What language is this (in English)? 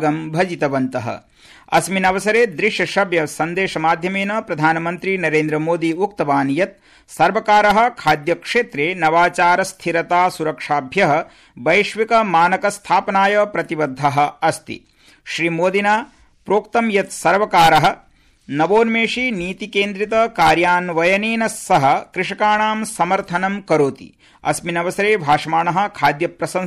Sanskrit